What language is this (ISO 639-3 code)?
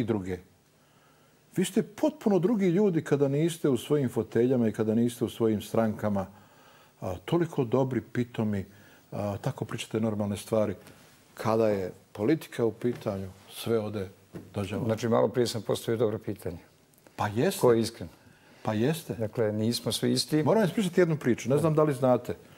bos